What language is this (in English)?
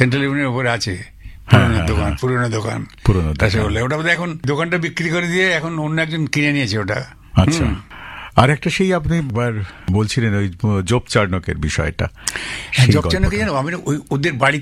Bangla